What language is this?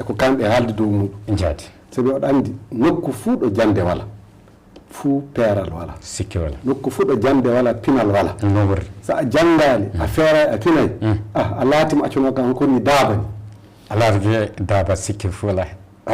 Fula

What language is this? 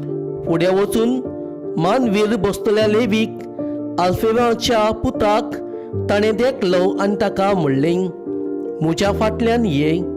Konkani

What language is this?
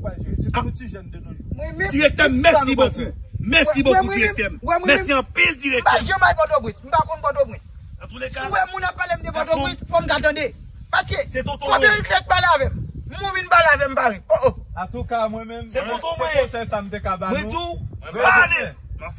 Haitian Creole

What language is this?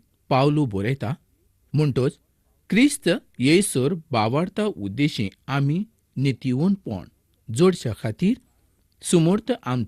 Konkani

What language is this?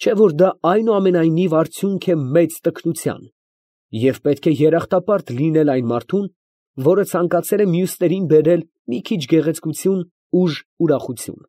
Armenian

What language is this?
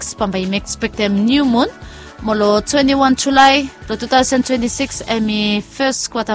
Bislama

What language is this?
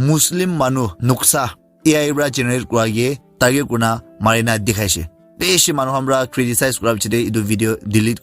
Naga Pidgin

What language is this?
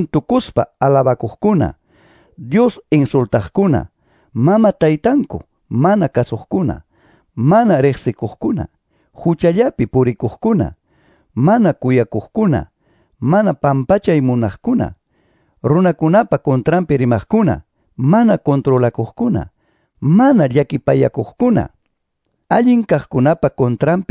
Quechua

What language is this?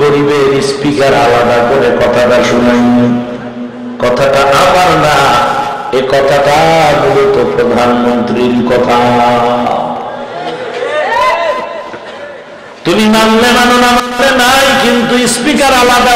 Bangla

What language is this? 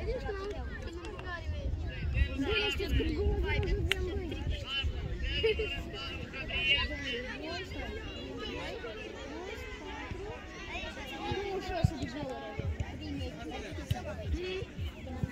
Romanian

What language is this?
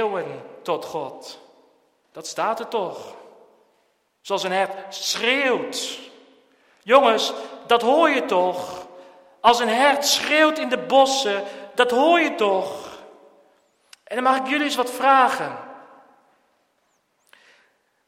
Dutch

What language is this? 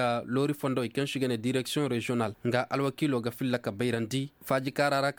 Koyraboro Senni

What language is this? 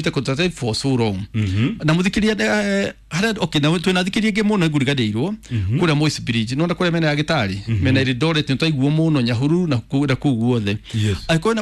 Kikuyu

